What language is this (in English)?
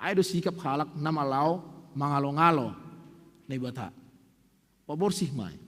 Batak Simalungun